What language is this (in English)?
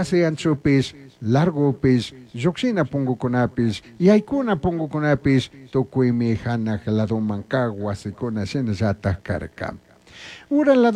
Chimborazo Highland Quichua